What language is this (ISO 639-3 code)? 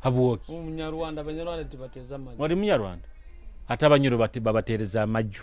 nyo